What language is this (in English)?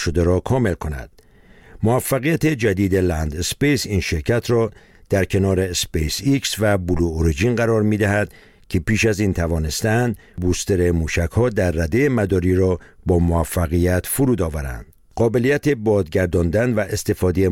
Persian